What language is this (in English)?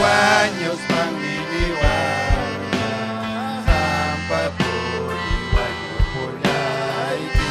Ayacucho Quechua